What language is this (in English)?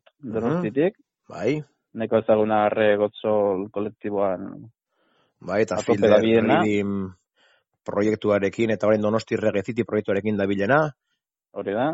Basque